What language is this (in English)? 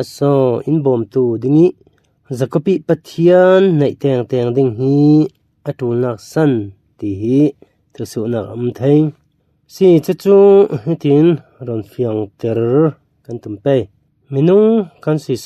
Falam Chin